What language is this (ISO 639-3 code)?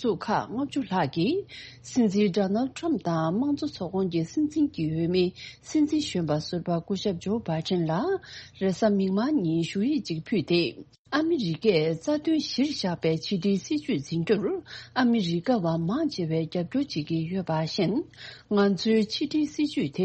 bod